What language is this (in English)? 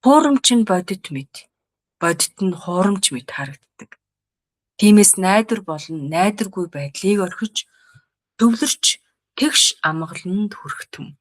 Mongolian